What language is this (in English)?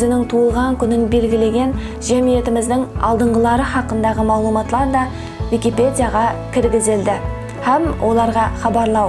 Kara-Kalpak